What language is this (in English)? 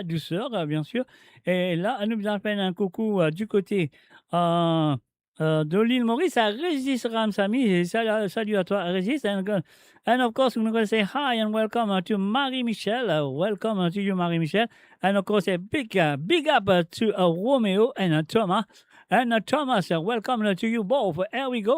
Morisyen